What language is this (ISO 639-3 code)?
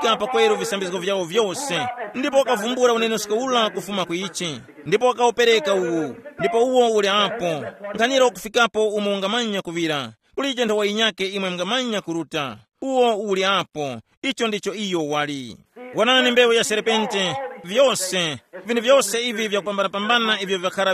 tum